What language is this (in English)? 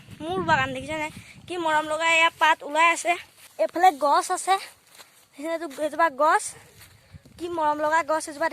Assamese